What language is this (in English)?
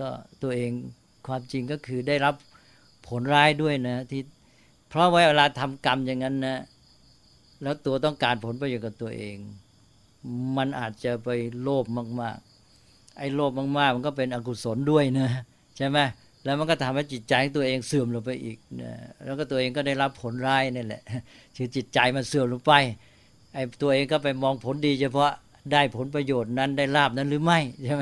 Thai